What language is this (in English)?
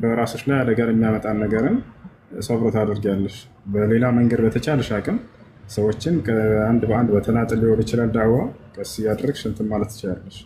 Amharic